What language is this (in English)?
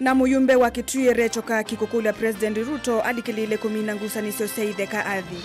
Kamba